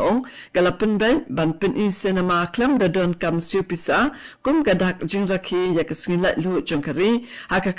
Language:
Khasi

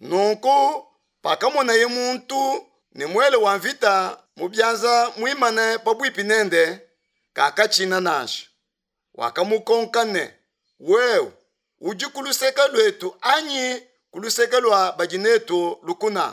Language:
Luba-Lulua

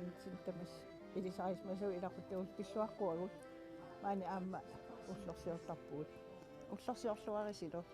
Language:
Kalaallisut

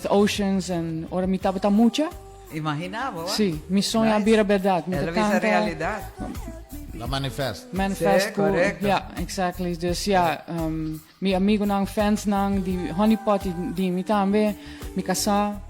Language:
Papiamento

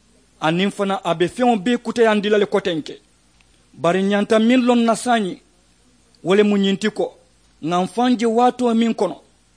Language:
Mandingo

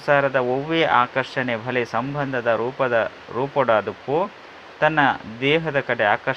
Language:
Tulu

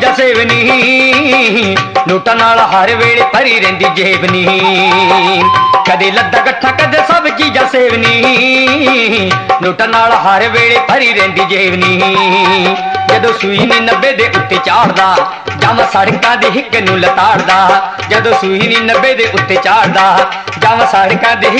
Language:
Punjabi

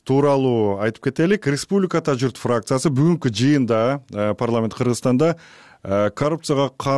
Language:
Kyrgyz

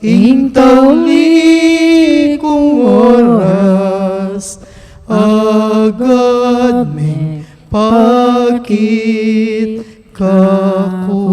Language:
Pampanga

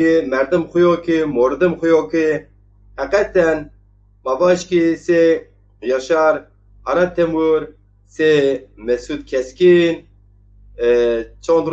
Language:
Zaza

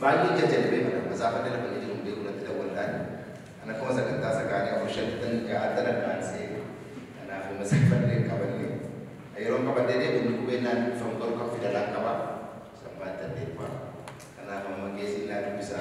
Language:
Oromo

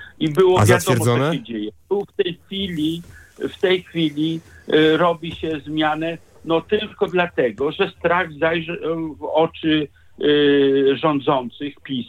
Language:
Polish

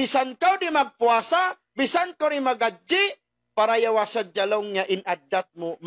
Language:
Tausug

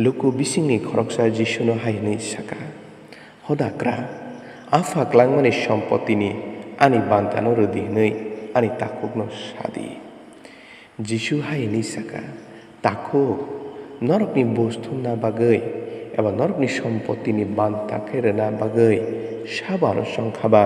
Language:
Kok Borok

